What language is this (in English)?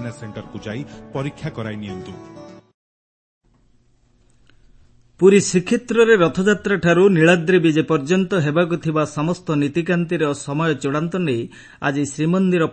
Odia